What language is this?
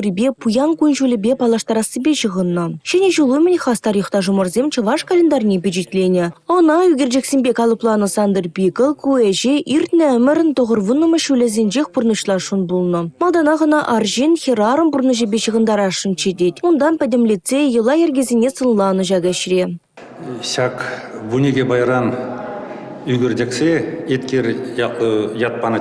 Chuvash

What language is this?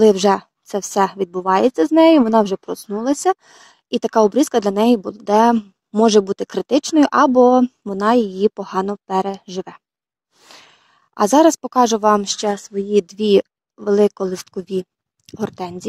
Ukrainian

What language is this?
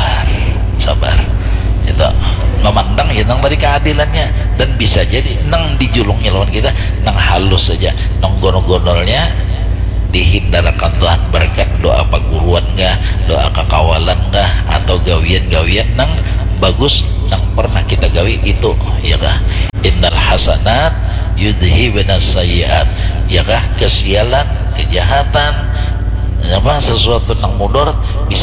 Banjar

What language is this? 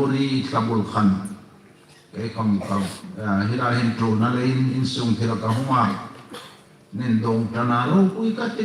Hmar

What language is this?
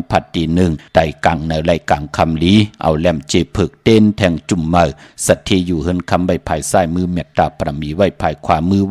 Shan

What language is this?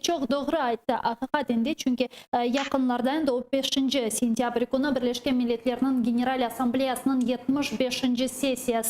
Crimean Tatar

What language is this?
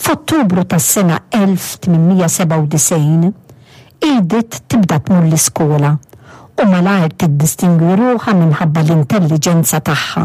Maltese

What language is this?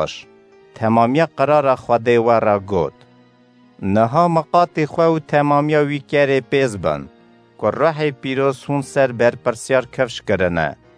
Kurdish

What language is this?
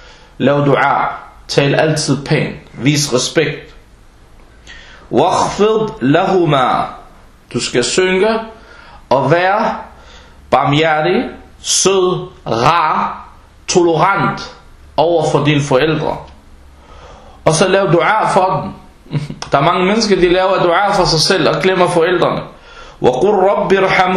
Danish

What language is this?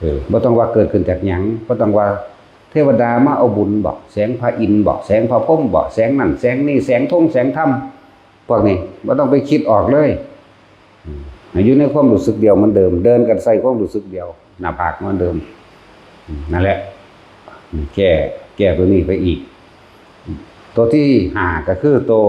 Northeastern Thai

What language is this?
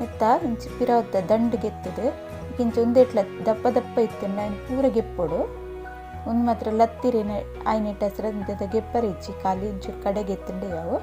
Tulu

